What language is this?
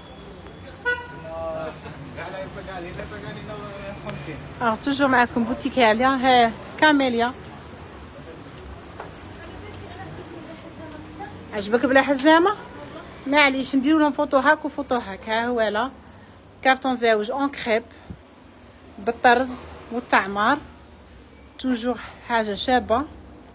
Algerian Arabic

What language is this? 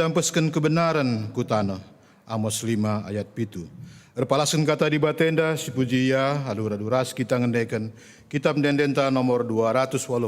Batak Karo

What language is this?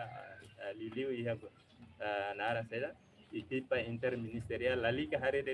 Tetum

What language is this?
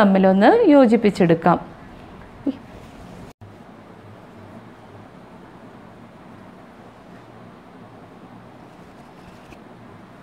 Malayalam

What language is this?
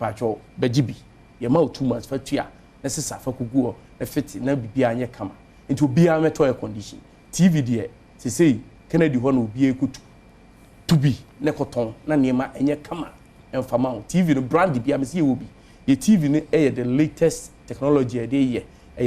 Akan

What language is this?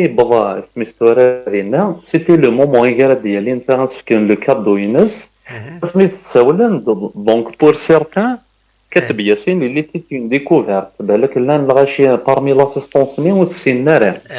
Kabyle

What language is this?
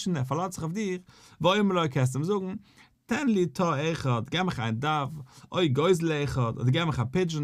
Yiddish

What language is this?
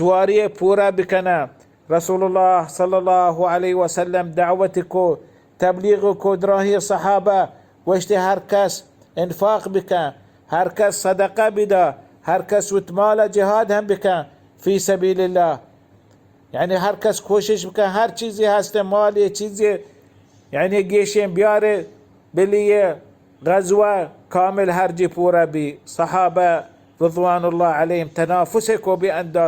Baluchi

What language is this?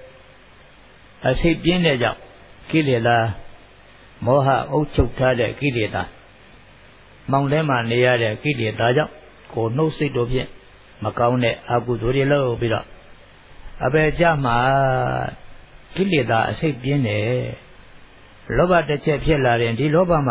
Burmese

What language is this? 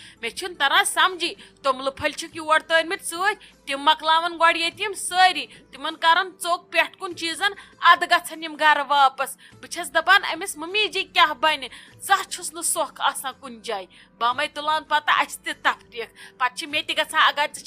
Kashmiri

